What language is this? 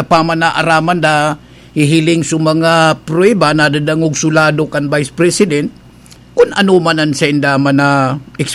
Bikol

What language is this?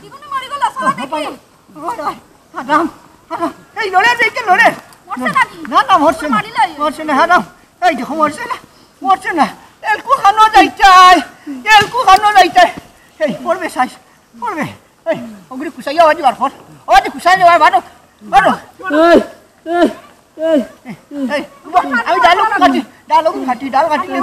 Sylheti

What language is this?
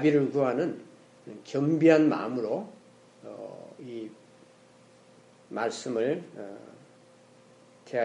Korean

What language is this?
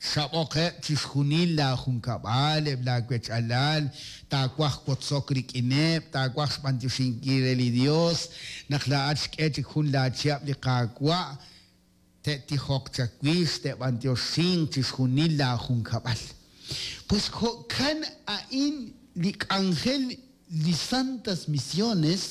Kekchí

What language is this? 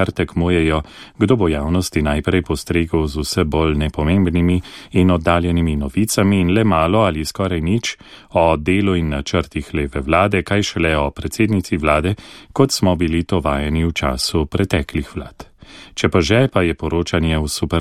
Slovenian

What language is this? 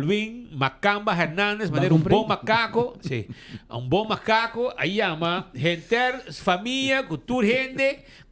Papiamento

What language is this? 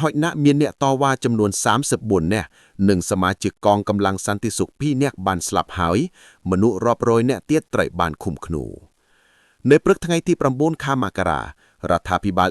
Khmer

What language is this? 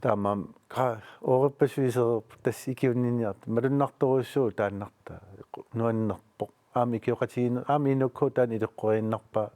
Kalaallisut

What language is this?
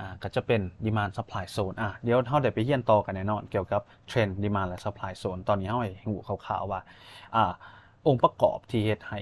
Lao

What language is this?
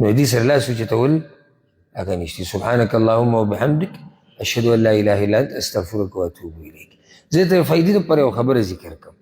Pashto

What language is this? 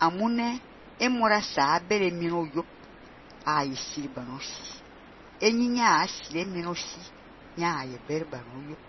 Fang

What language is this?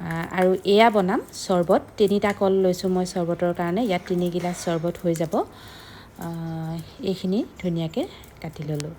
Assamese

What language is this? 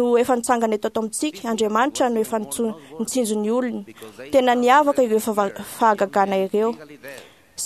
Malagasy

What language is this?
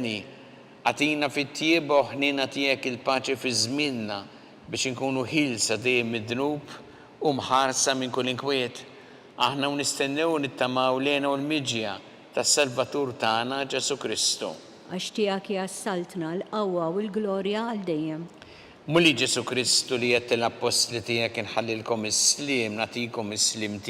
Maltese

